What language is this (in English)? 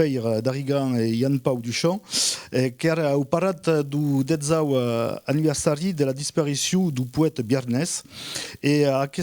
Occitan